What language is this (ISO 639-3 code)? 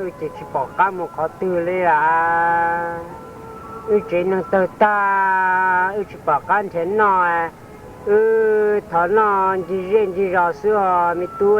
hmn